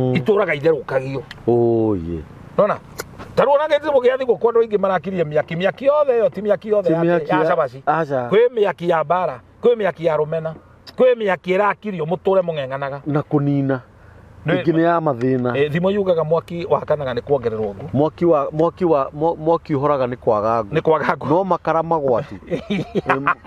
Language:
Kikuyu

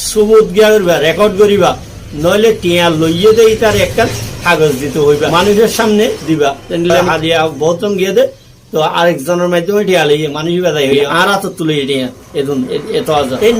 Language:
Rohingya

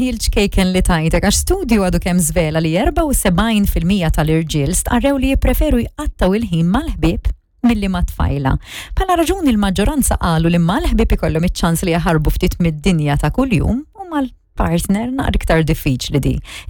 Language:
Maltese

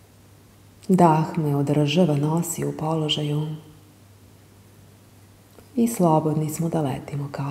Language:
Serbian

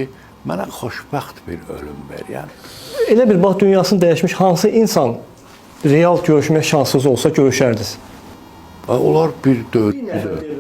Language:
Azerbaijani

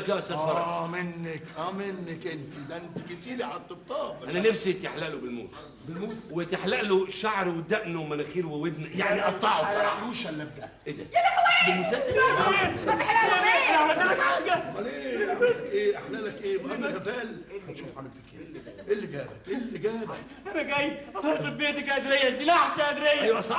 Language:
Egyptian Arabic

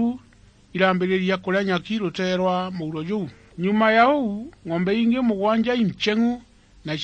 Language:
Meru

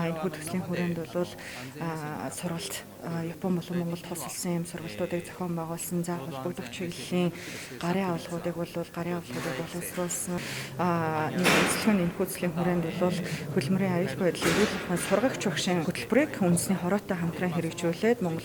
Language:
Mongolian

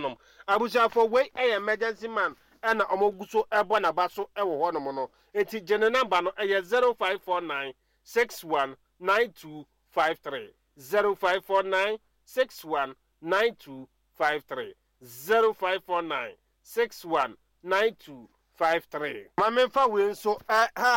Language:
Akan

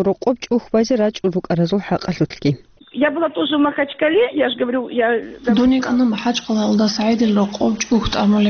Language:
Avaric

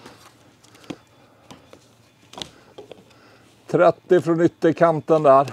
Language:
Swedish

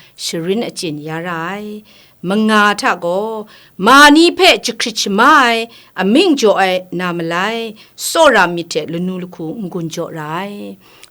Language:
Kachin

